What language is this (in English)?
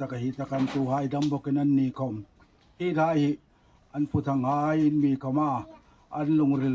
Hmar